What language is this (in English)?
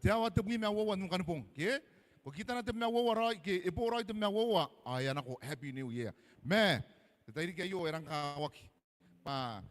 Gilbertese